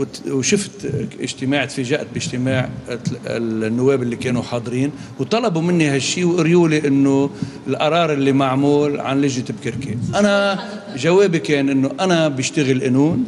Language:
North Levantine Arabic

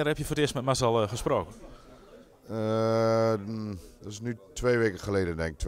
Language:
Dutch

